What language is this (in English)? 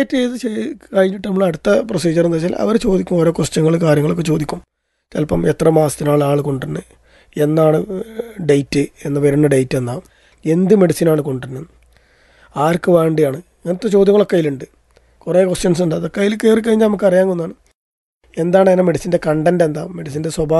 Malayalam